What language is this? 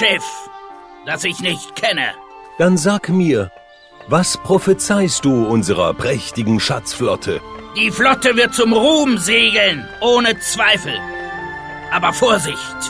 Bavarian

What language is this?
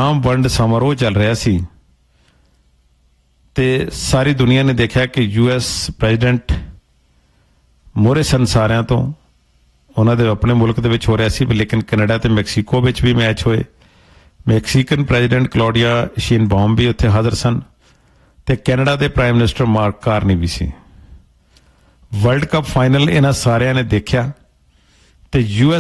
Punjabi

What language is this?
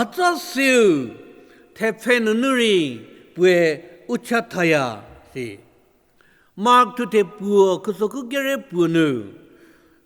Angami Naga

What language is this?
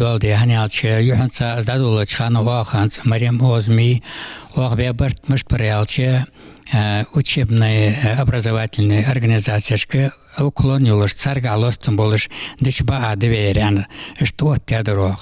Ingush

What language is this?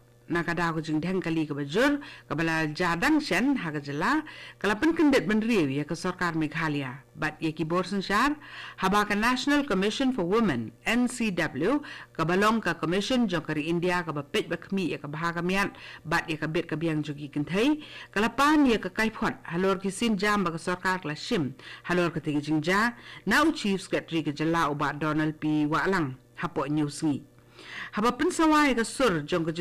Khasi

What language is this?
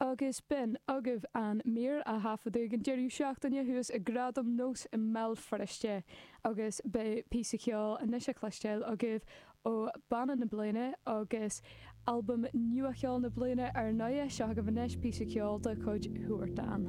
Irish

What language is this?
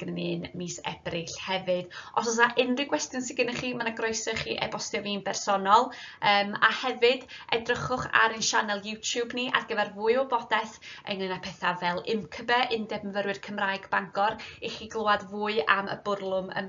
Welsh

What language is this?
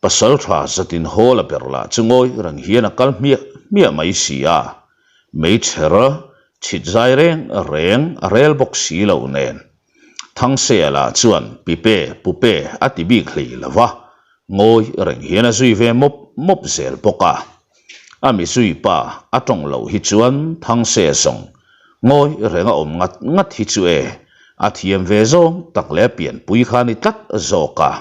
Mizo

